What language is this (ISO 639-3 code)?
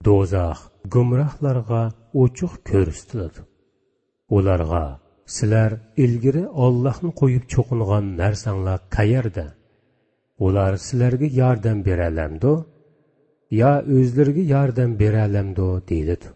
uig